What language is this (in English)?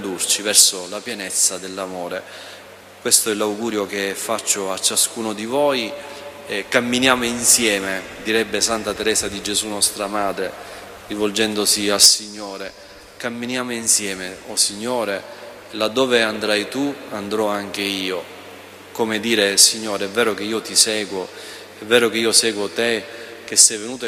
Italian